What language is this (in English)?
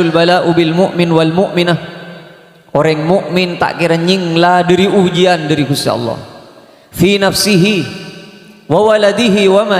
Madurese